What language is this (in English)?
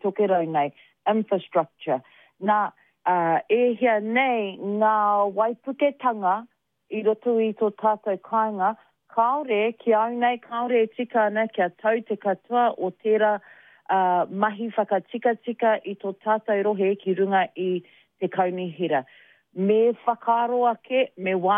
Māori